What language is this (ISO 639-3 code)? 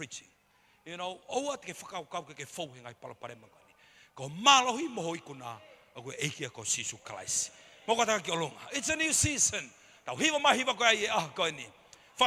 ton